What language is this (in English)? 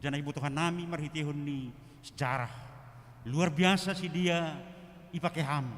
Batak Simalungun